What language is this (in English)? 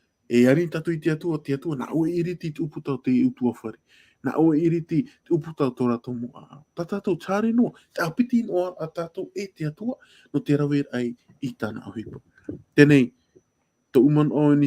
Tahitian